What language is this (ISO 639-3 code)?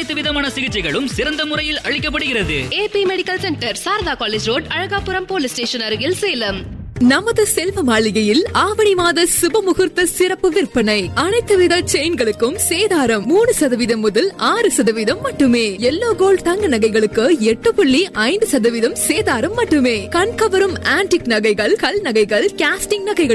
tam